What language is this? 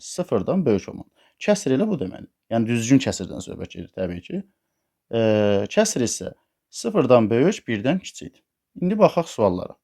Azerbaijani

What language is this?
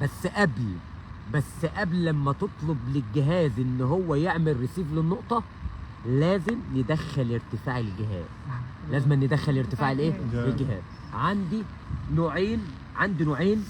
Egyptian Arabic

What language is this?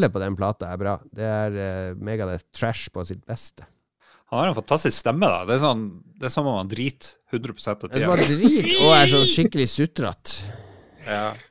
Norwegian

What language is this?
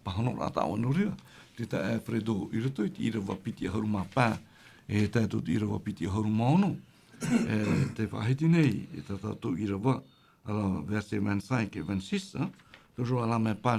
Tahitian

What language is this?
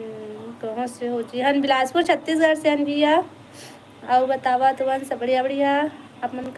Chhattisgarhi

